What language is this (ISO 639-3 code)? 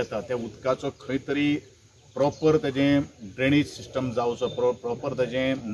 kok